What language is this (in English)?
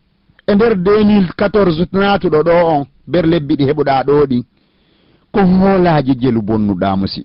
Fula